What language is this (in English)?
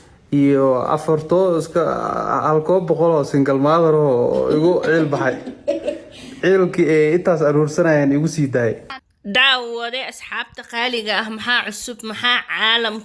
Somali